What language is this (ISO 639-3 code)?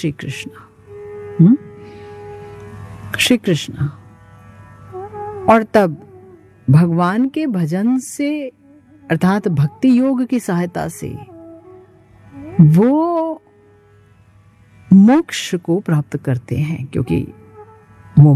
hin